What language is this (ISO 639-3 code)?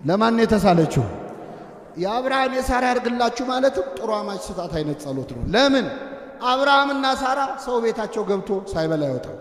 amh